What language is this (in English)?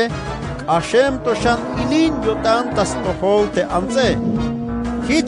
Tzeltal